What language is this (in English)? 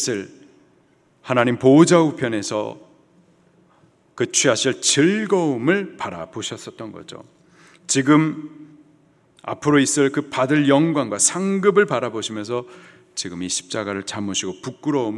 Korean